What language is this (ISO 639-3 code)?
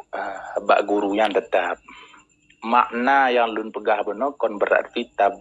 ace